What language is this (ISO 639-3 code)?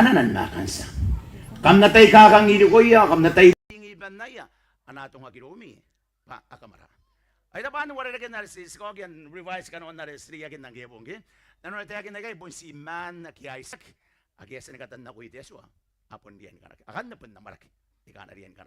gil